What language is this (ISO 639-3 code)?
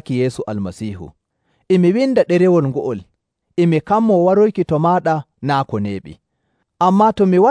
fuv